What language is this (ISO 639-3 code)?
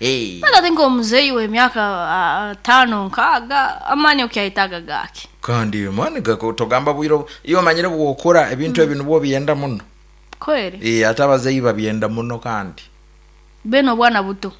nyn